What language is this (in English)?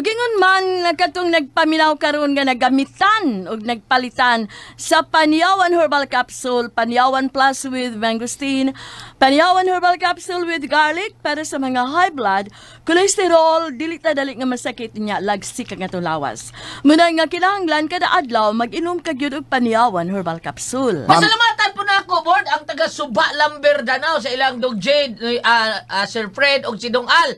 Cebuano